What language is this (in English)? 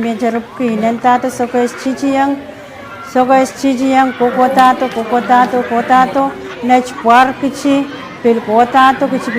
Pohnpeian